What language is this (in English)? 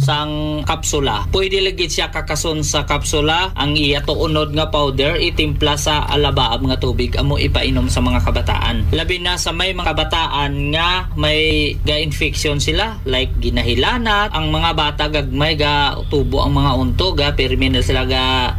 Hiligaynon